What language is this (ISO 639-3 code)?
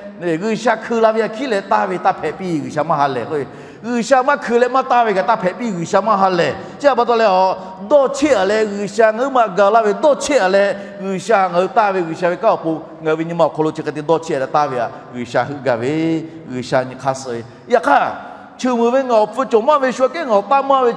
lhu